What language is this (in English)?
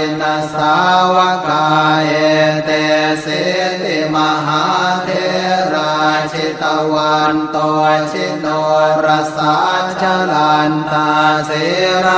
Pali